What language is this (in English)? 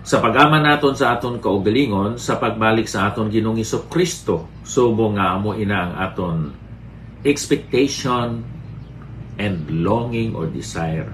Hiligaynon